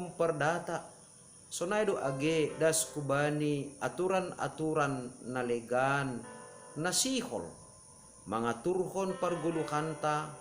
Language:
Batak Simalungun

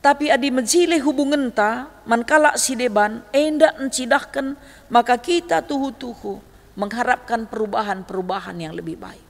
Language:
Batak Karo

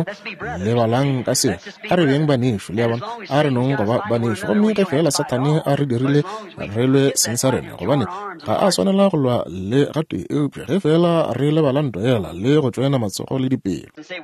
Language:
Northern Sotho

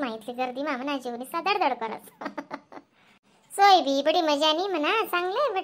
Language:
Khandesi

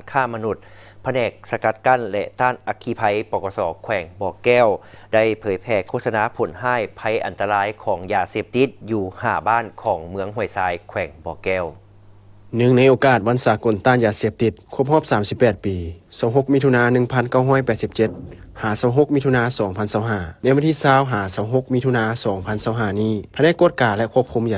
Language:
Lao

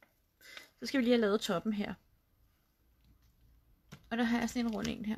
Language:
Danish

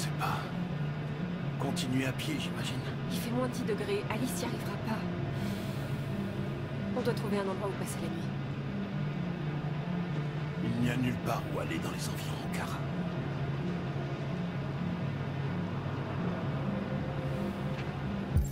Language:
French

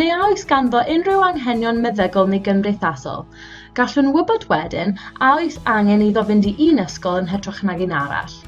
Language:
Welsh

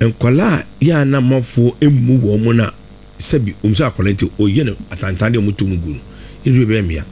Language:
Akan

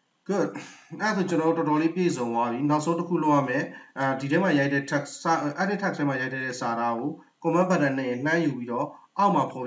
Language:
Burmese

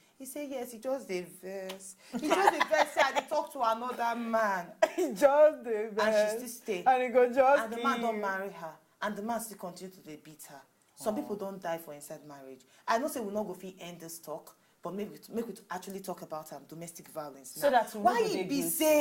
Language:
Nigerian Pidgin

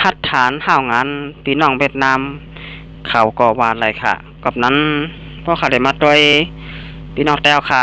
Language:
Shan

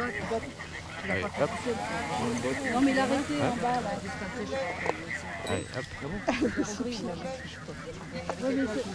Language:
French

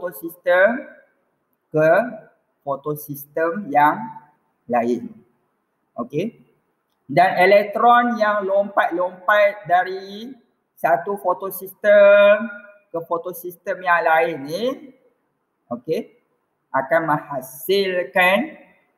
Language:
Malay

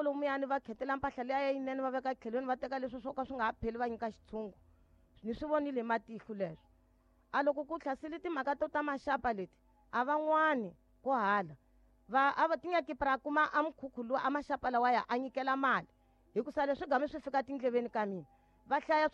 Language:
Tsonga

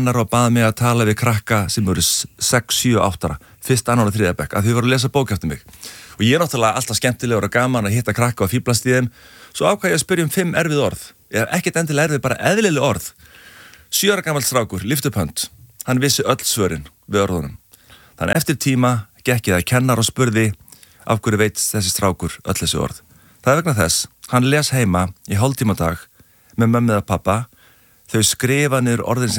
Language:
Icelandic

